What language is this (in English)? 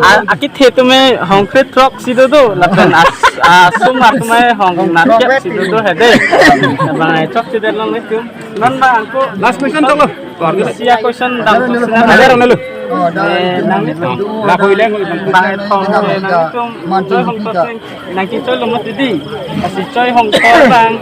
Karbi